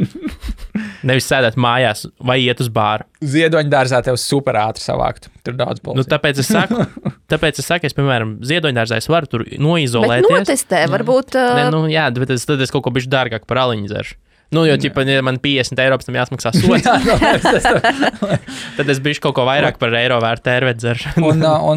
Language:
Latvian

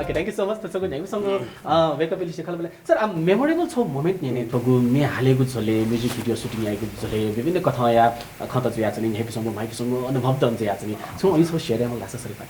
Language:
Newari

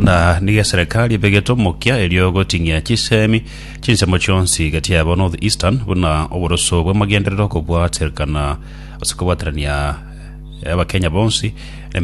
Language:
Gusii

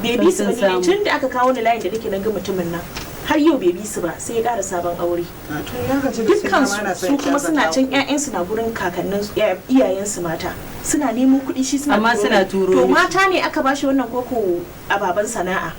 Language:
Hausa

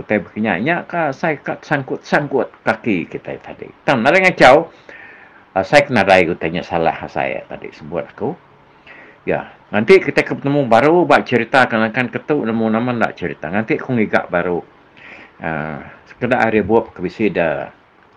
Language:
Iban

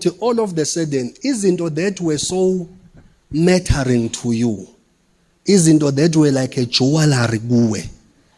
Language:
Zulu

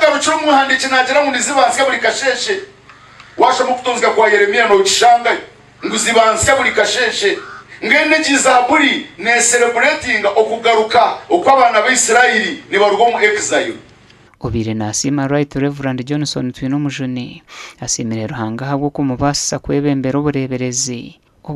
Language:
Nyankole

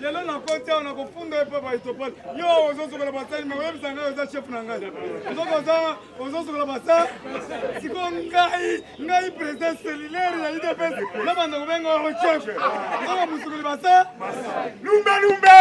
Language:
Lingala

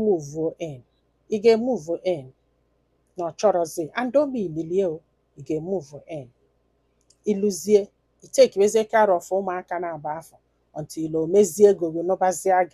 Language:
Igbo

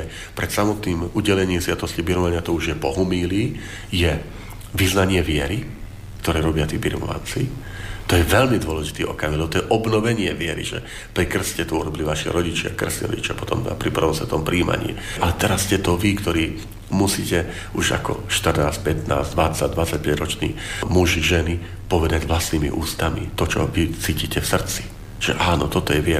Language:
Slovak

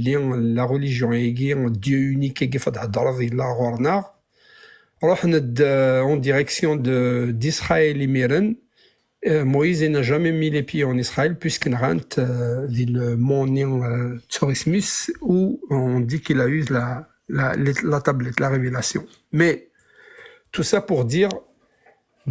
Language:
Kabyle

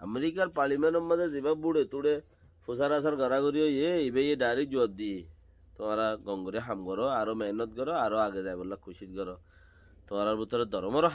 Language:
Rohingya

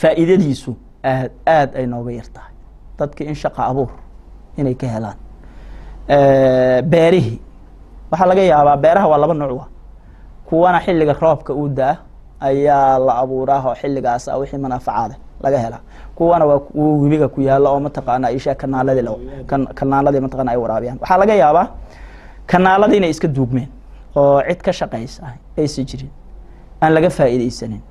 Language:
Somali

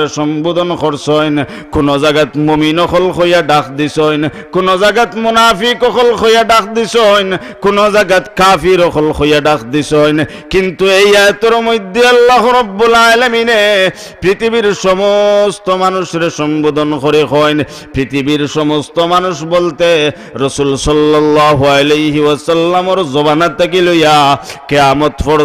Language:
Sylheti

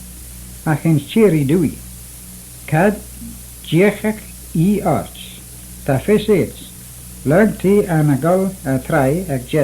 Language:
Manx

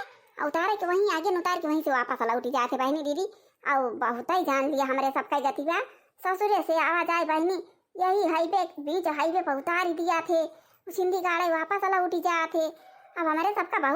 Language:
Awadhi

